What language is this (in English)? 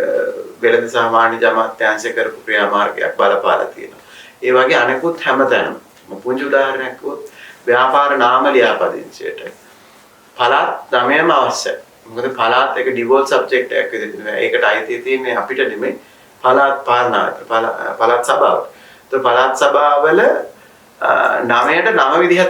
Sinhala